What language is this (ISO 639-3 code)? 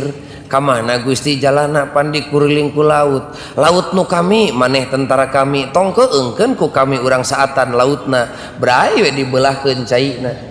sun